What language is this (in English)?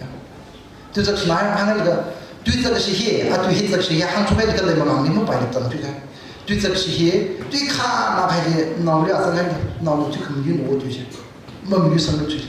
Tangkhul Naga (India)